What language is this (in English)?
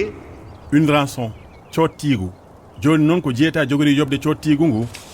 Fula